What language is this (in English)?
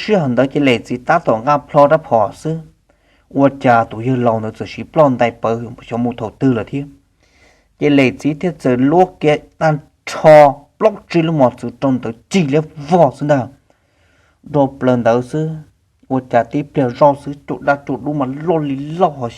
Hmong